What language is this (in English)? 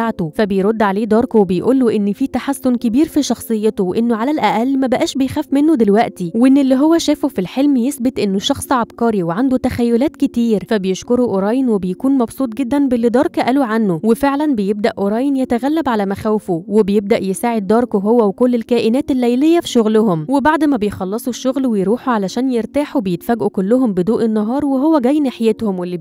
Egyptian Arabic